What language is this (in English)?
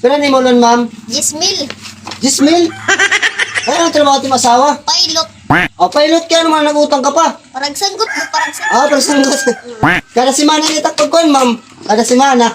Waray